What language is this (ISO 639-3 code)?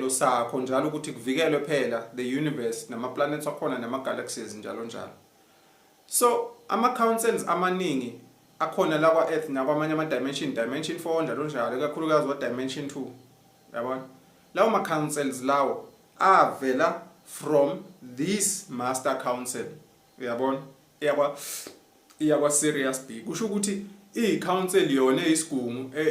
zul